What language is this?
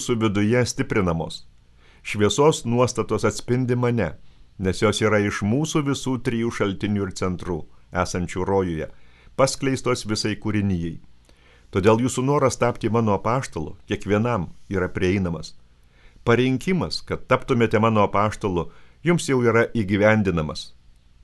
Lithuanian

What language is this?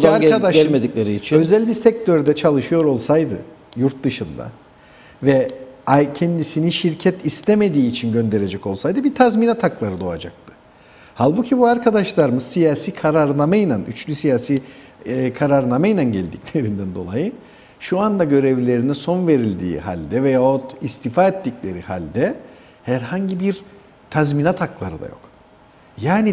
Turkish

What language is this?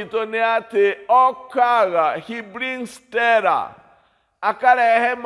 Kikuyu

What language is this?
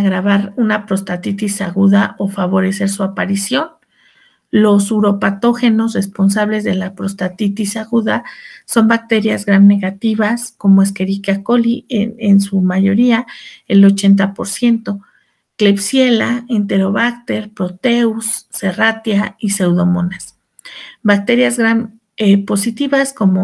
Spanish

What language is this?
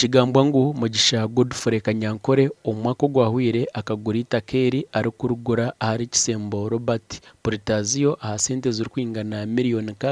Nyankole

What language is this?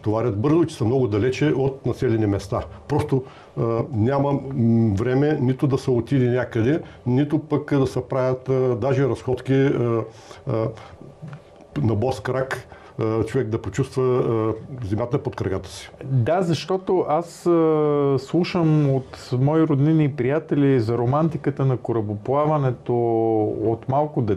Bulgarian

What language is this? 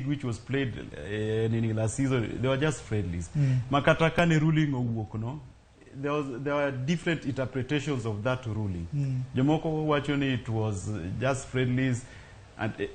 Luo (Kenya and Tanzania)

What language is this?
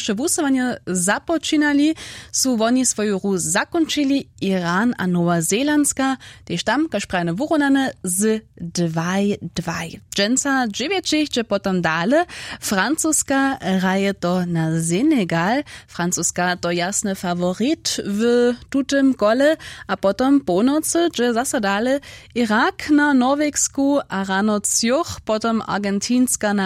Upper Sorbian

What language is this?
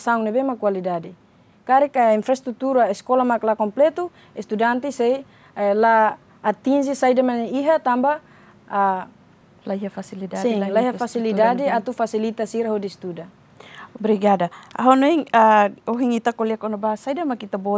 Tetum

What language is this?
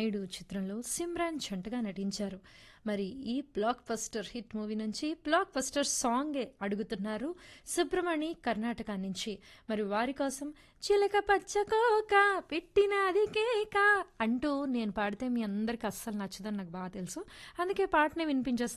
Telugu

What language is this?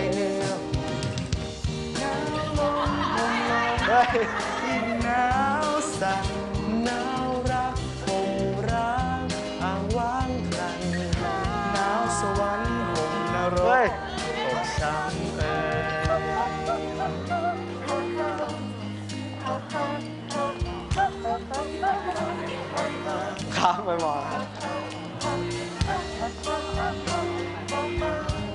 Thai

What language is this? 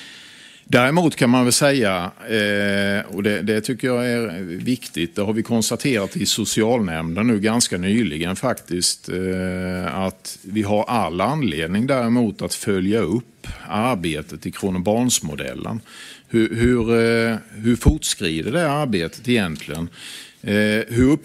Swedish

